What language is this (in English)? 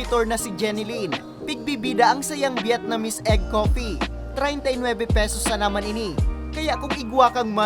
Bikol